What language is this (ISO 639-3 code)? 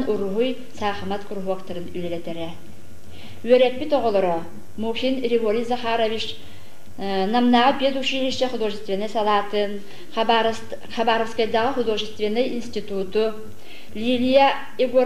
sah